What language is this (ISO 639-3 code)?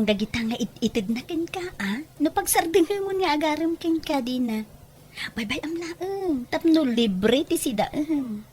ilo